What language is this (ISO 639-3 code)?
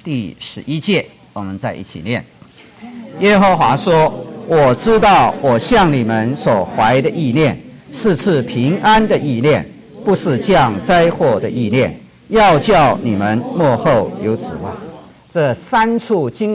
zho